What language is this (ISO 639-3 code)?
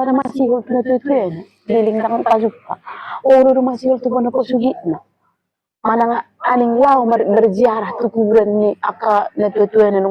bbc